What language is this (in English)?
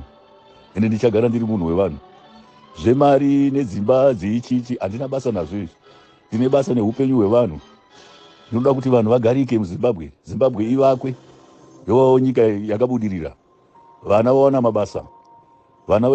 Shona